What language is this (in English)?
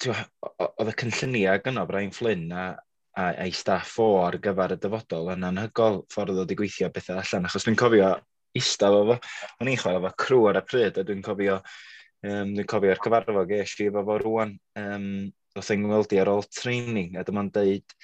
Welsh